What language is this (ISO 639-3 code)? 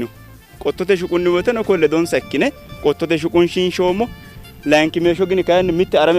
sid